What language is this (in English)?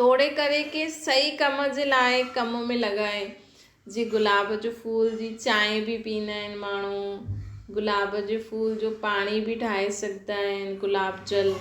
Sindhi